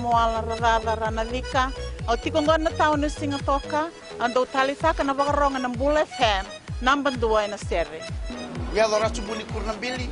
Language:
Fijian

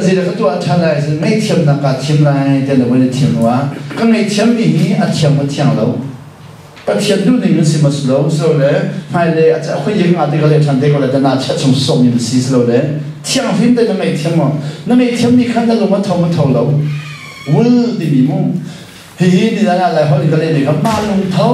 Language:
Hakha Chin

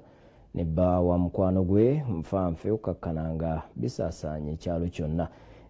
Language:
Ganda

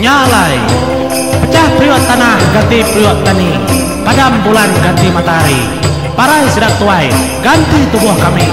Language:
Iban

